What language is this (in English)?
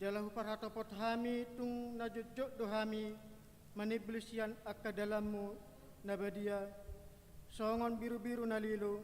Batak Toba